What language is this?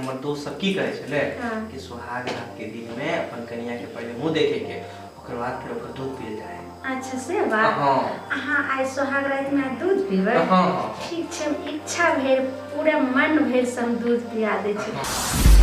Maithili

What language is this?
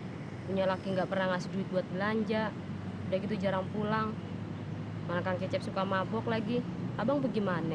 Betawi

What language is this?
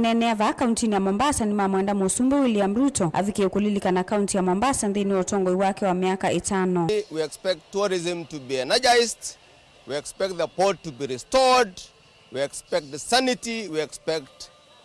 Kamba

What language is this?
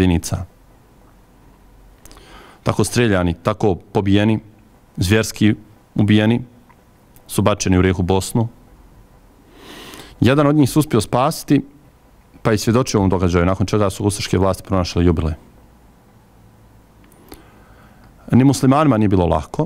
Bosnian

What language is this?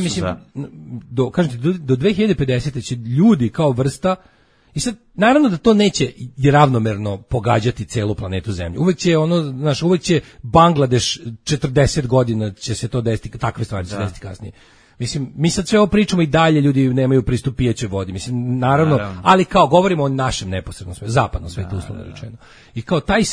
Serbian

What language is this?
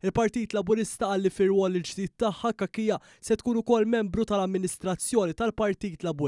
Maltese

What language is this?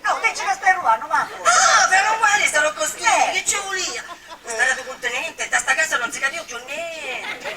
Sicilian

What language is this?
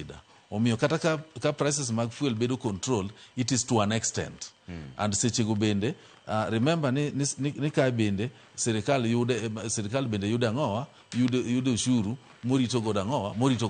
Luo (Kenya and Tanzania)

